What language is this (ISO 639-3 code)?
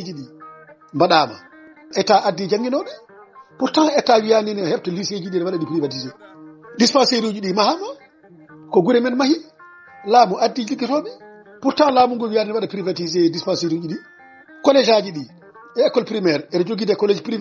ful